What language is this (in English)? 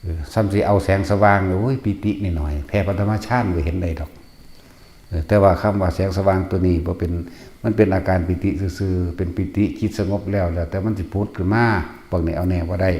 Northeastern Thai